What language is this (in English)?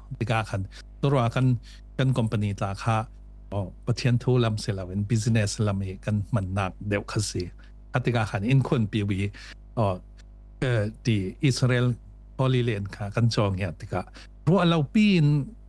Falam Chin